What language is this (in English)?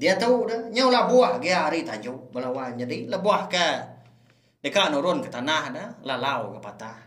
Iban